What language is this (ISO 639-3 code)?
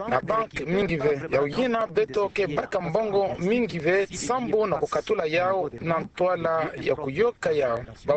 ktu